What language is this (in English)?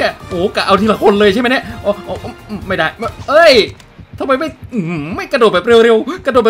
Thai